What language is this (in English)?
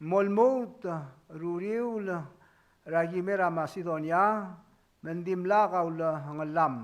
Palauan